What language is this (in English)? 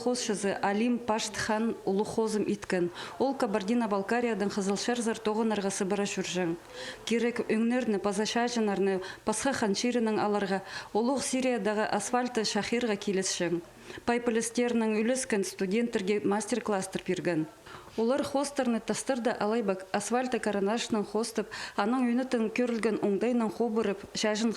Khakas